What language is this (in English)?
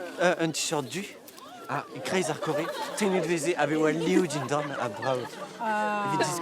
Breton